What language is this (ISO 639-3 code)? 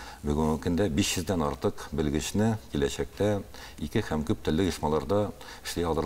tat